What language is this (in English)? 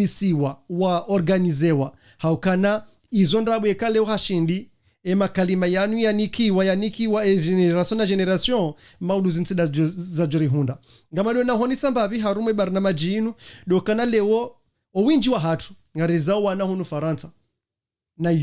Ngazidja Comorian